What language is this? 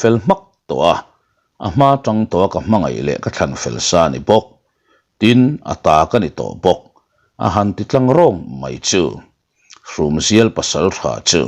Mizo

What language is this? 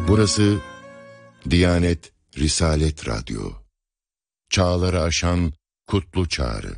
Turkish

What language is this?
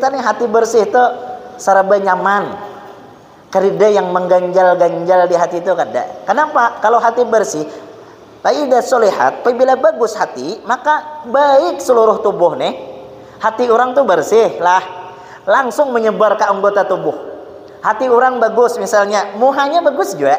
Banjar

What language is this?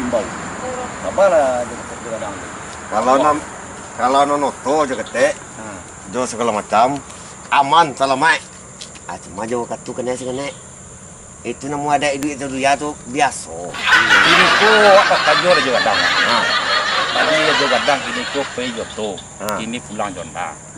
Minangkabau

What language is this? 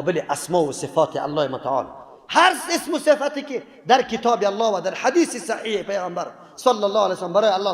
Persian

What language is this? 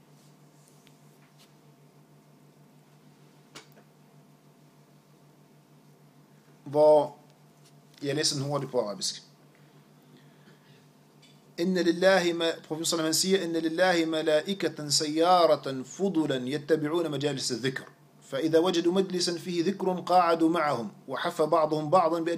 Danish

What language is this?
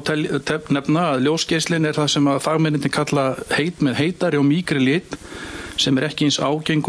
Icelandic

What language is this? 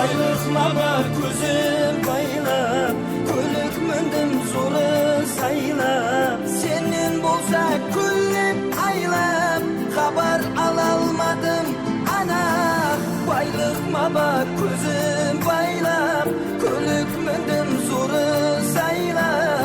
Kara-Kalpak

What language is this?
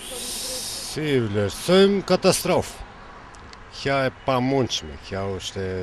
Albanian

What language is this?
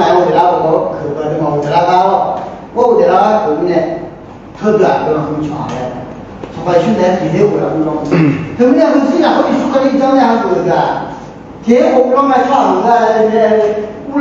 Akha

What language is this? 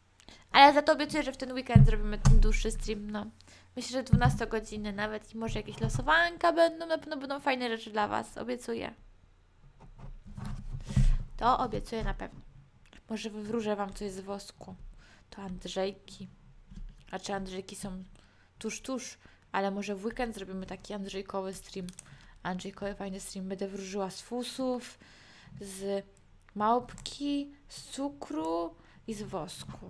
Polish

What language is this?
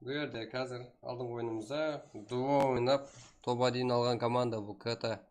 Kara-Kalpak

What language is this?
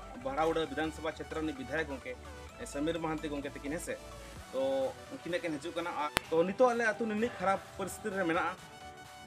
Santali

